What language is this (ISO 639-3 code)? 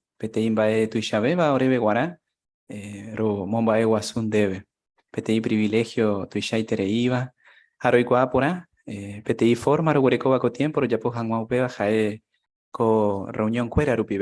grn